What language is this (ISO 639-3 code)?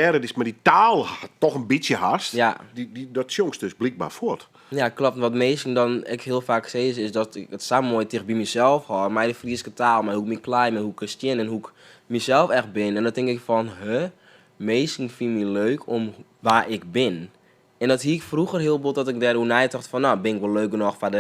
fry